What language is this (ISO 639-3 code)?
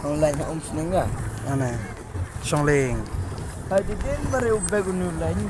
kha